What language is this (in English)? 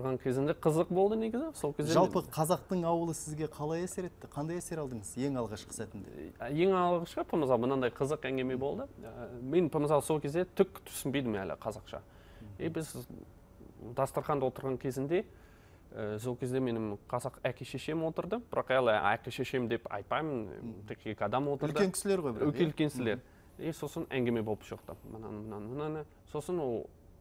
Kazakh